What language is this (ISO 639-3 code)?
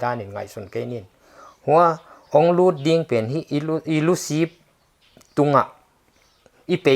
pck